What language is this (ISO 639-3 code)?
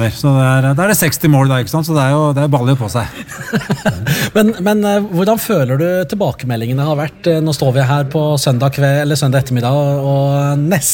nor